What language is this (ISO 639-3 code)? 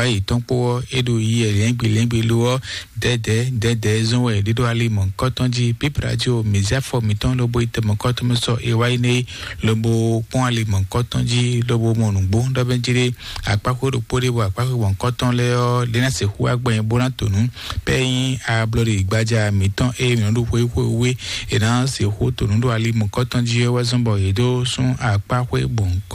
fon